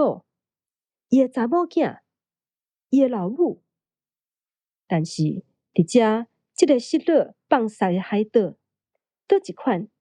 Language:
Min Nan Chinese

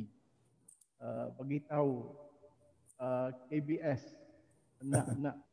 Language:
Malay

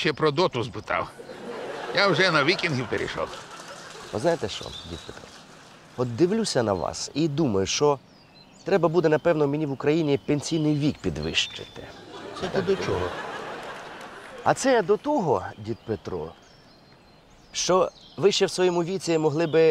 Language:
Ukrainian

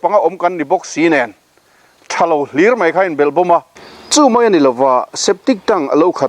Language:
Mizo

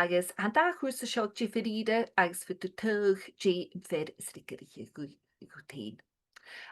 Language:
Scottish Gaelic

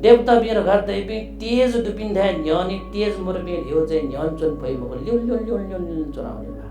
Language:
Newari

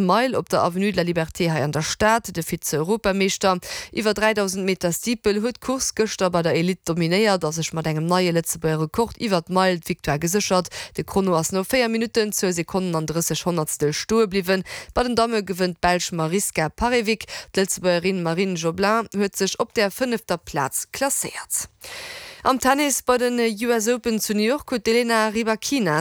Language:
Luxembourgish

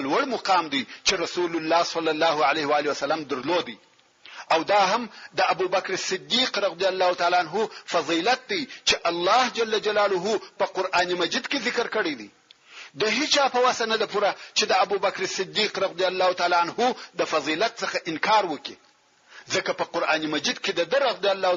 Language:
Pashto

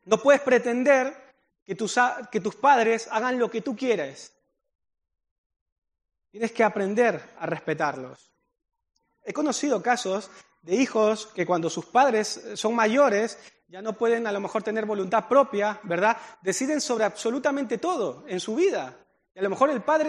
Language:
Spanish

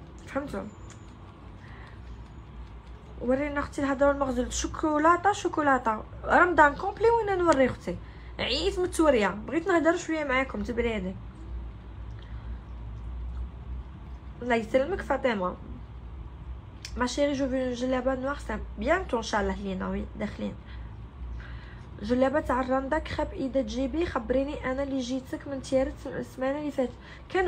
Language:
Algerian Arabic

